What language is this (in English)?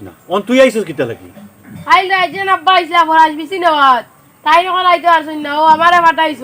Sylheti